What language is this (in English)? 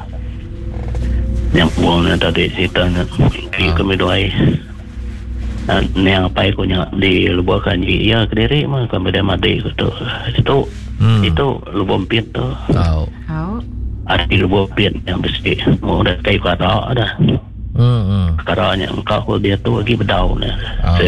Iban